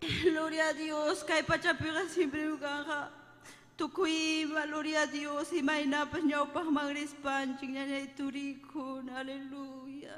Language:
Ayacucho Quechua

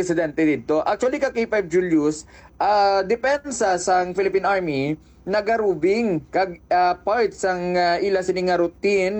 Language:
Hiligaynon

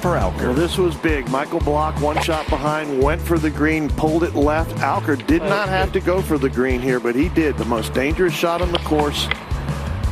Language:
English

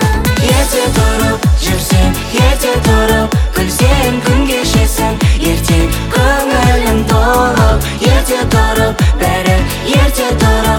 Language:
Kazakh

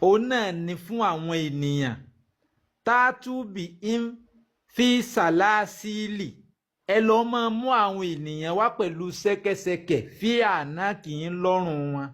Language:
Yoruba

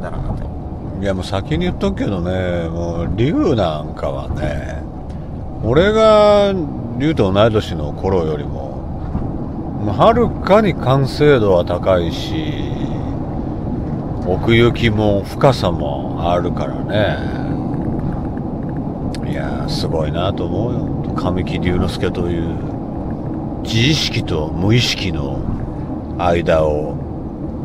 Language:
Japanese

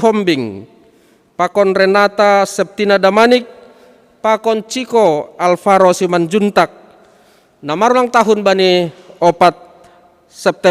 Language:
Batak Simalungun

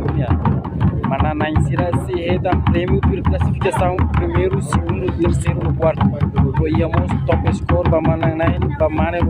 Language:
Tetum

